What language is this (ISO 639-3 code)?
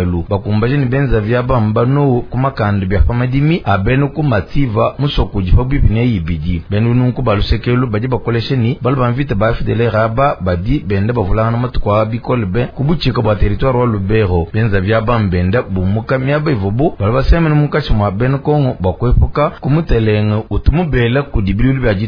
lua